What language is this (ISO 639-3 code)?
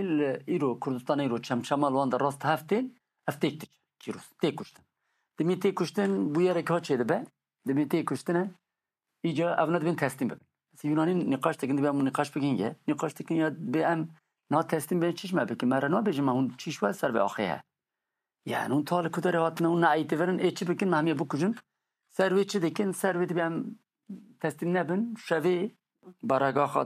kur